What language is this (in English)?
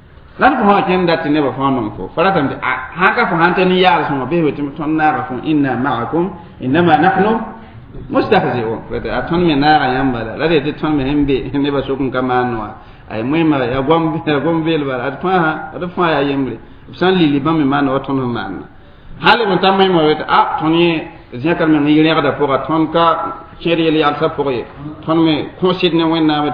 Mossi